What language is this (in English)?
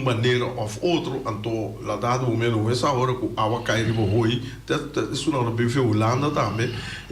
Papiamento